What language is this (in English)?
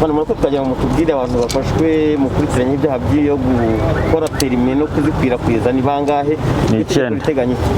Kinyarwanda